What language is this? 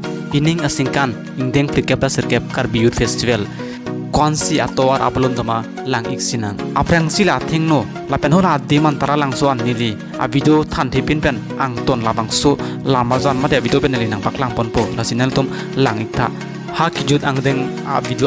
Karbi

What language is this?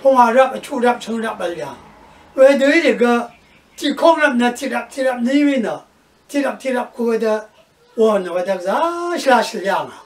Rawang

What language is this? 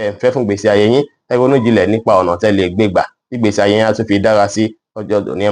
Yoruba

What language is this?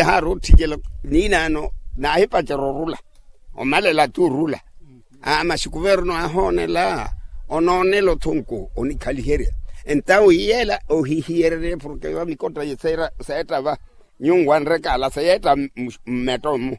Makhuwa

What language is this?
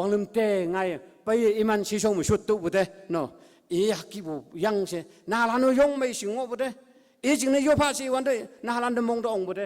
Konyak Naga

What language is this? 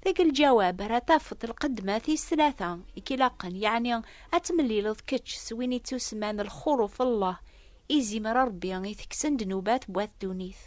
Kabyle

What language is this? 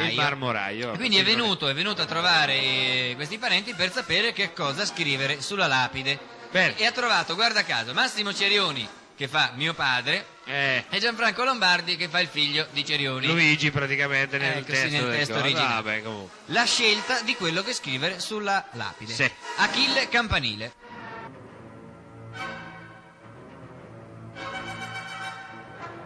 Italian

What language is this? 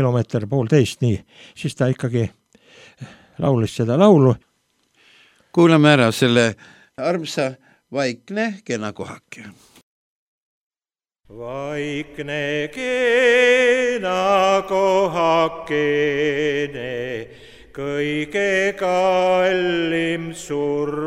Estonian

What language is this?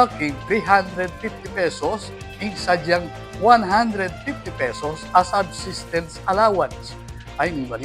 Pampanga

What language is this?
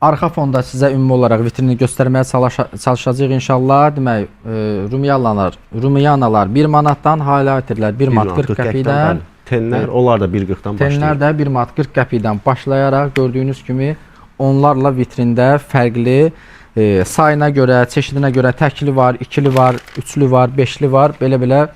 Azerbaijani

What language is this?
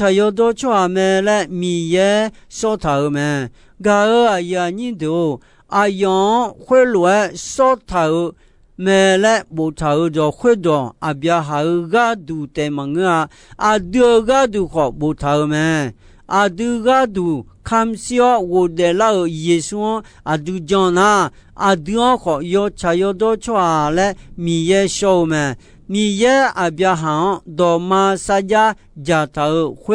Akha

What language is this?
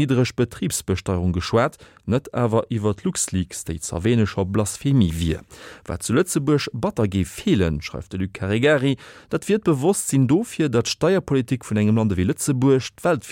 Luxembourgish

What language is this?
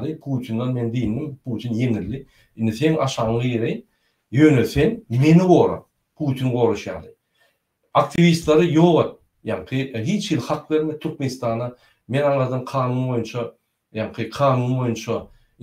Turkmen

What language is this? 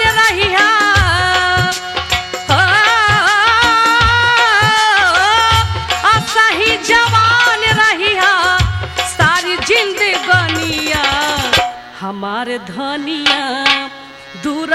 Bhojpuri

